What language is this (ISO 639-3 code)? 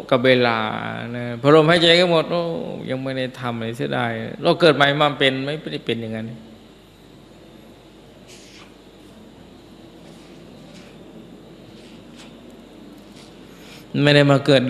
tha